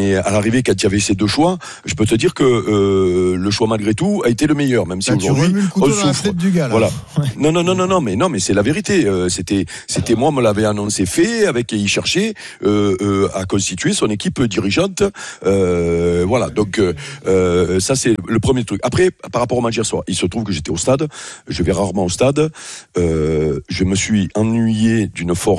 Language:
French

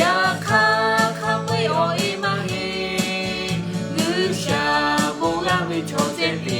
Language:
Lahu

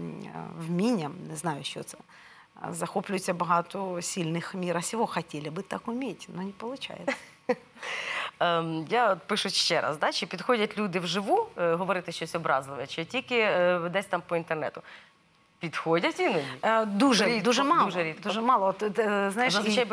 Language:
Ukrainian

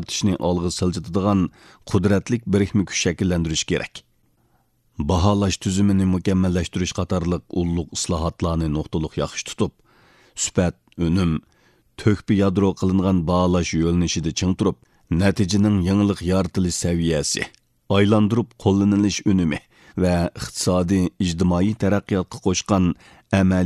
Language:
Uyghur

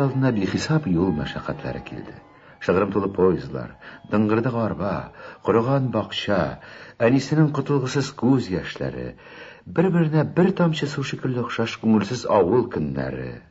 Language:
Tatar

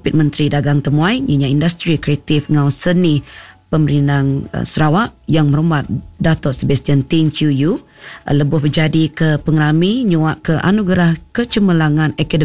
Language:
Iban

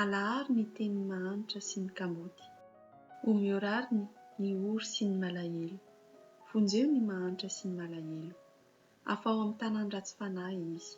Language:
Malagasy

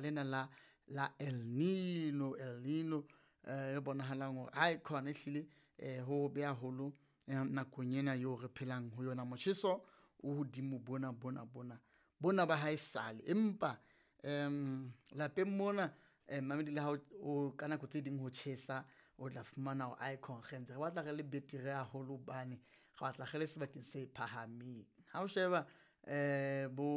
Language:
Southern Sotho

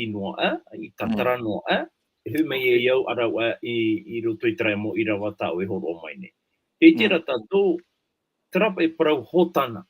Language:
Tahitian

